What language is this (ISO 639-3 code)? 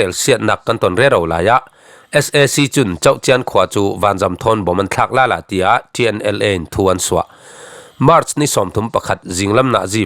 cfm